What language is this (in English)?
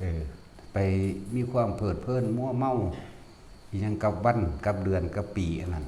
Northeastern Thai